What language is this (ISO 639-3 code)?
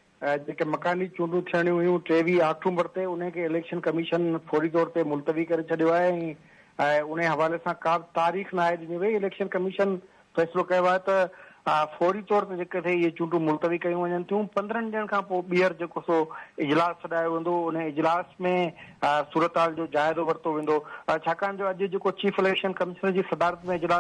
snd